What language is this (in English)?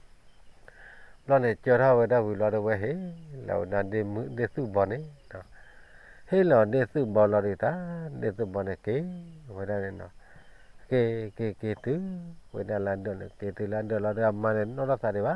S'gaw Karen